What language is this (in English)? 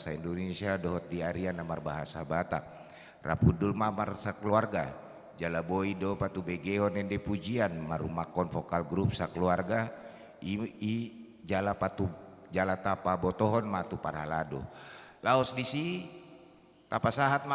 Batak Toba